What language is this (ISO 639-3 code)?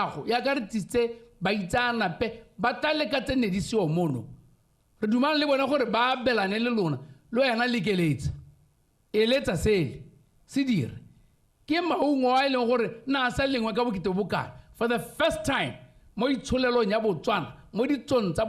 tsn